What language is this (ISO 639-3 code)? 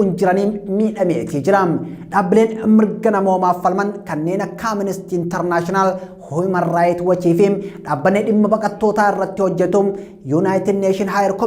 orm